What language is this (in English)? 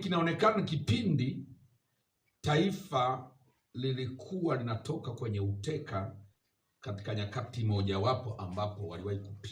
Swahili